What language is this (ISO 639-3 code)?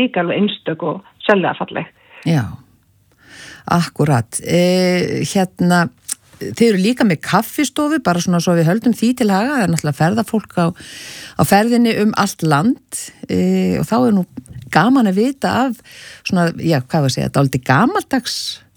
isl